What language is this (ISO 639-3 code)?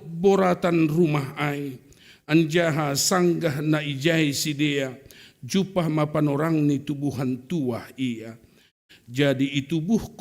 bts